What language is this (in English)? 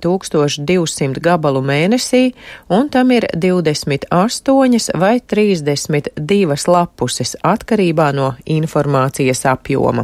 Latvian